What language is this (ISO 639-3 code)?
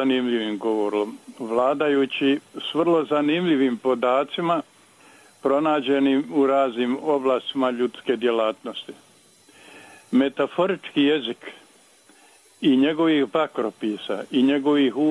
hrv